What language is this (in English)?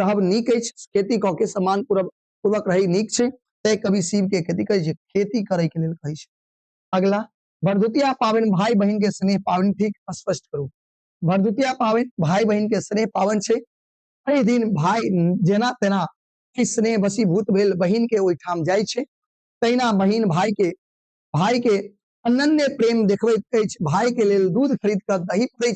Maithili